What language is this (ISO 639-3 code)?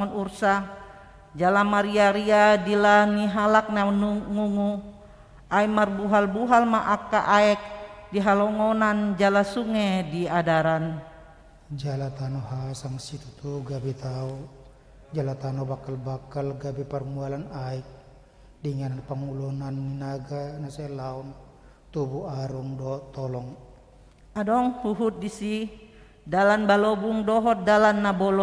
bbc